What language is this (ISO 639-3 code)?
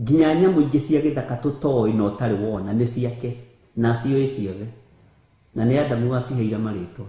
kik